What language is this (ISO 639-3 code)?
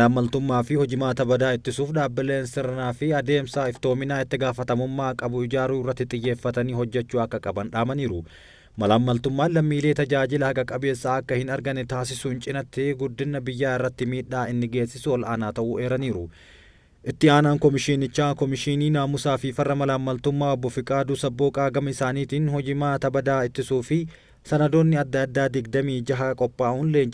orm